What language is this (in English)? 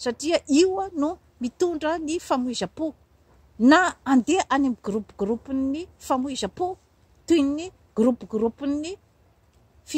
Malagasy